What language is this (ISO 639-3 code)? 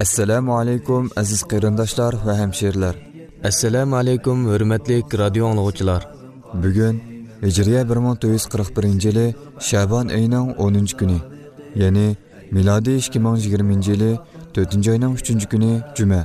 uig